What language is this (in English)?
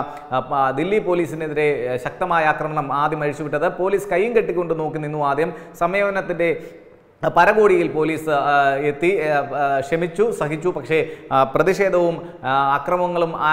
Malayalam